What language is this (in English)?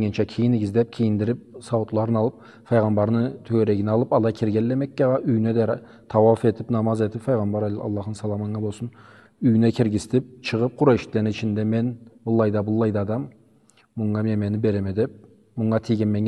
Karachay-Balkar